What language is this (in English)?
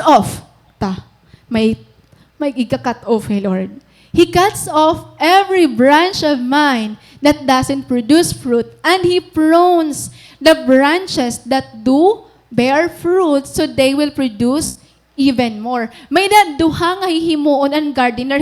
Waray